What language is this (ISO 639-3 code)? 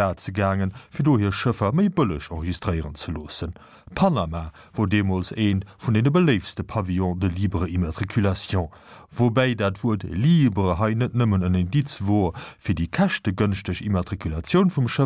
ltz